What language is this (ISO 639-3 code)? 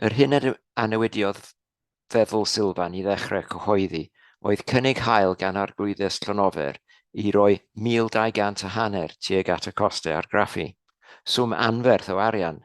cym